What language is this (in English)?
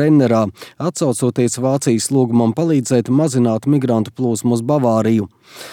Latvian